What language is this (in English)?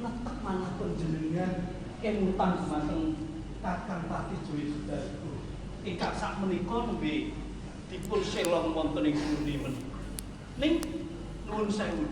Javanese